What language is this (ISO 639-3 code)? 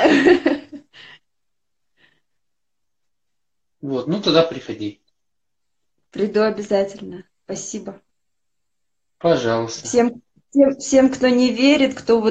rus